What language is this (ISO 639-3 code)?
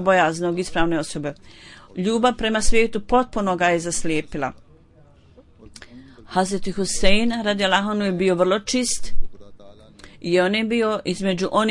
bos